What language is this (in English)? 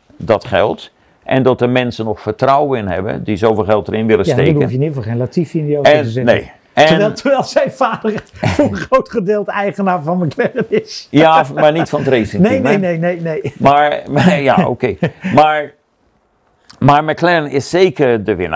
Dutch